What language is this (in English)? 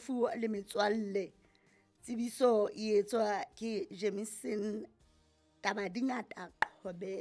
Southern Sotho